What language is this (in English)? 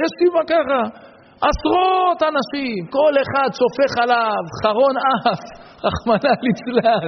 Hebrew